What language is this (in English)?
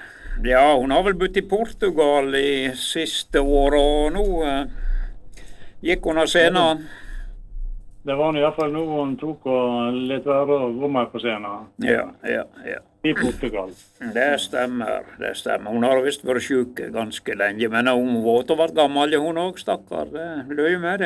Norwegian